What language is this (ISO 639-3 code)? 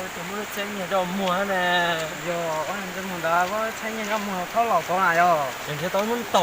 hmn